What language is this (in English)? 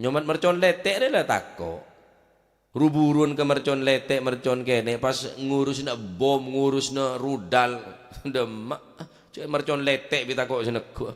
Madurese